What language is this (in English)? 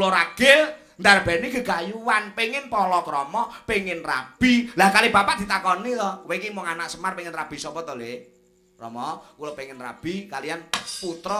Javanese